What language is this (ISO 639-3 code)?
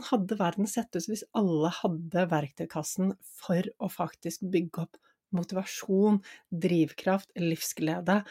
nor